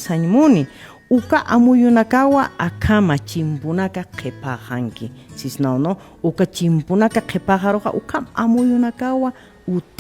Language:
Aymara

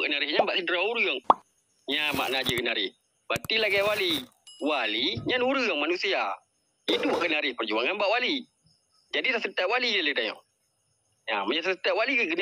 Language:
Achinese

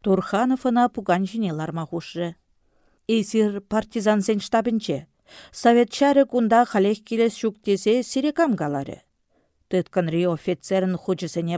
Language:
Chuvash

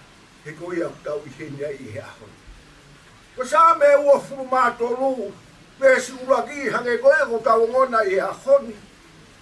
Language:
Tongan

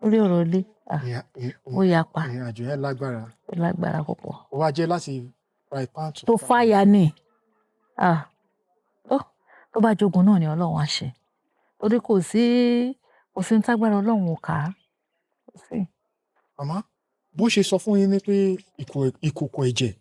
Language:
Yoruba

